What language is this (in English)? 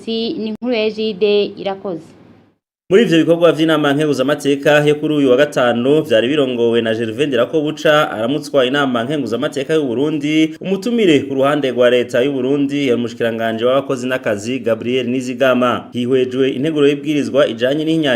Rundi